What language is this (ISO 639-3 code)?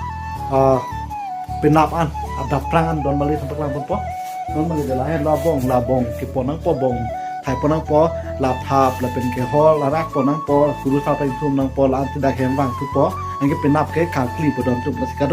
mjw